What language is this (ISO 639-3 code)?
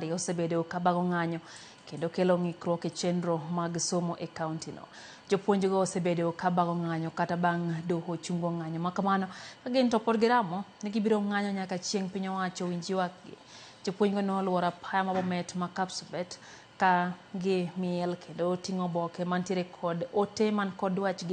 luo